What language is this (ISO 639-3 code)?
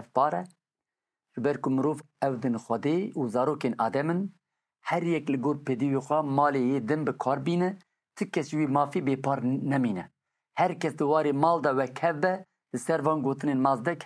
kur